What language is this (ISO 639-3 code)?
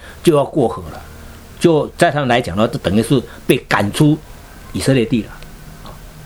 zho